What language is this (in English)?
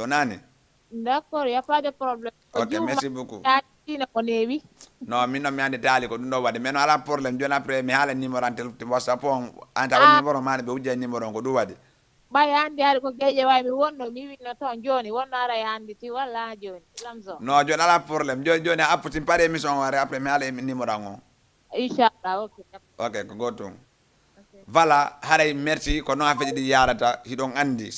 Fula